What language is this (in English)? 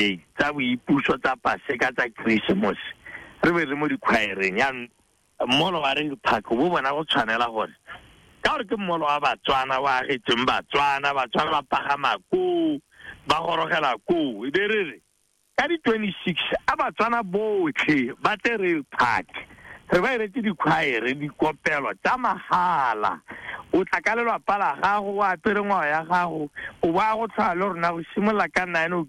Tswana